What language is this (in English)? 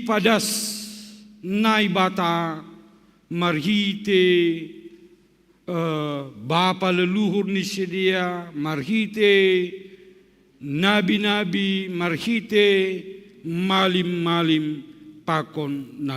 Batak Simalungun